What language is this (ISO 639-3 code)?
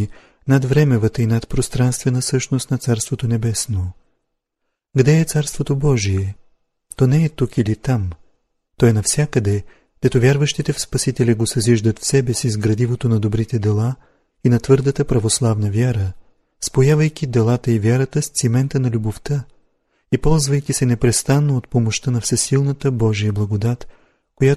bul